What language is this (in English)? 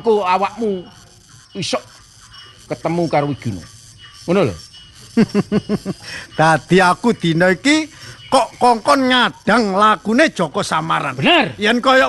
Javanese